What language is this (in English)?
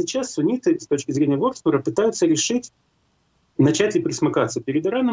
Russian